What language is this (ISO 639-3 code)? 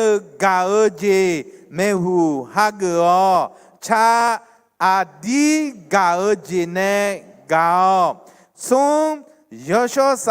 ahk